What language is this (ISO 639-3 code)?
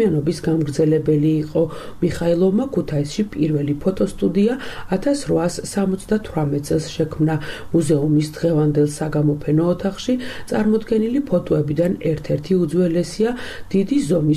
kat